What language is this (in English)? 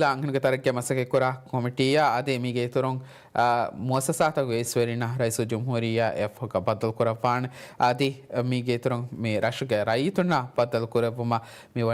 Divehi